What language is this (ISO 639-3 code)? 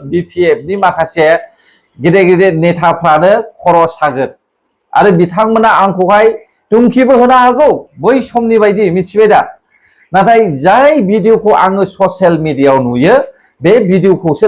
brx